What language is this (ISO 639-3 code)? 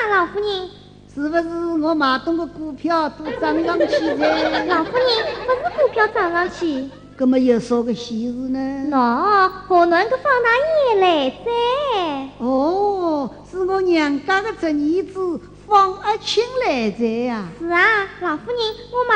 wuu